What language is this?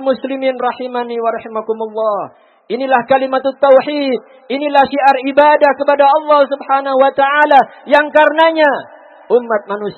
Indonesian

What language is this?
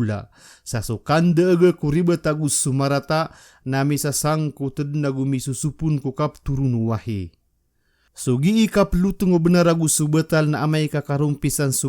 Maranao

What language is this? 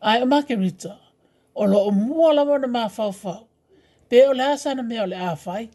Samoan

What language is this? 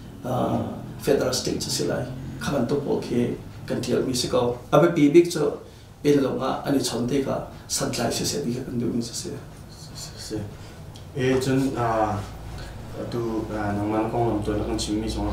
Hakha Chin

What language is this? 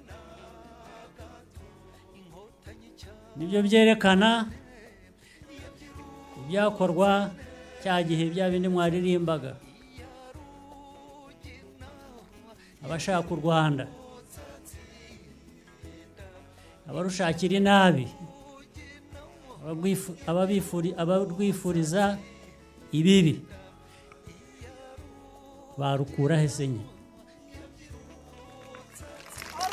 Kinyarwanda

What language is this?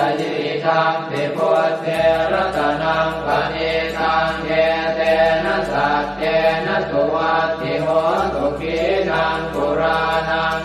Pali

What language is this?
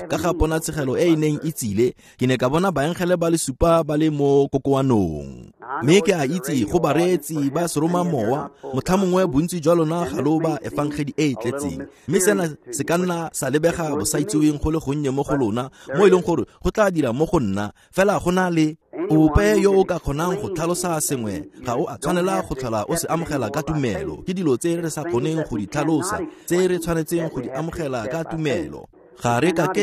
Tswana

